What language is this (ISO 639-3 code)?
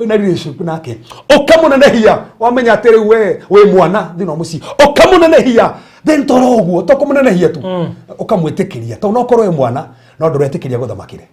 kik